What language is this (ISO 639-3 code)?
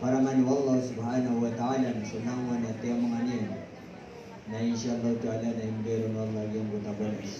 mrw